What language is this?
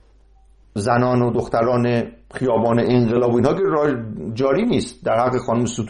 Persian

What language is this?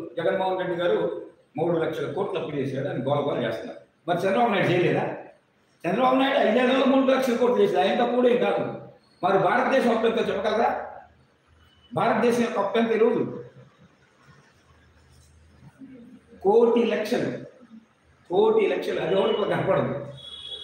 Telugu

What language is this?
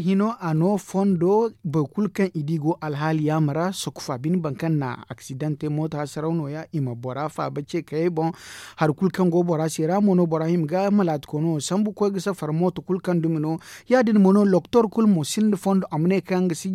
Zarma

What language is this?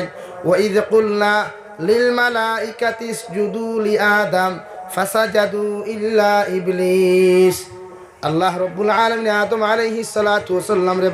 Sylheti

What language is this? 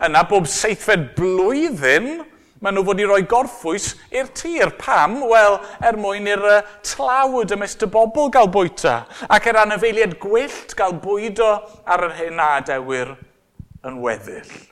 Welsh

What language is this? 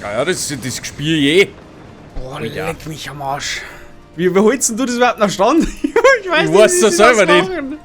Bavarian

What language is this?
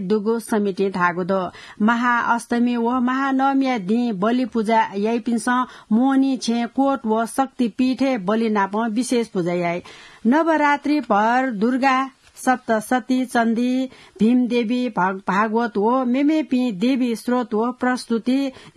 Newari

